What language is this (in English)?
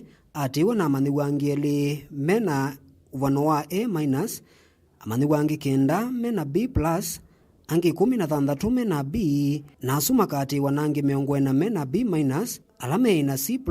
Kamba